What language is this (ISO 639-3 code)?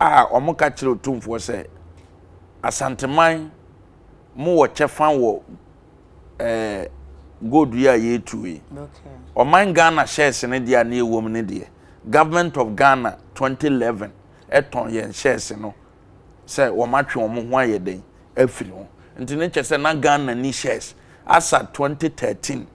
aka